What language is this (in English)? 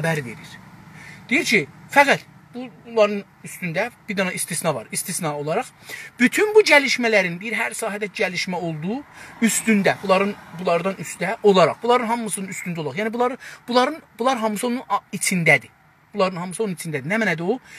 South Azerbaijani